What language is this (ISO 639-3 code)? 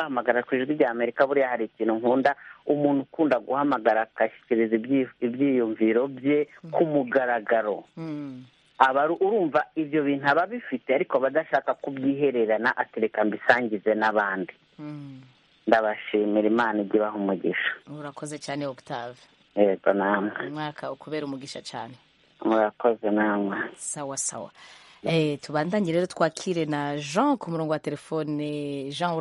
kin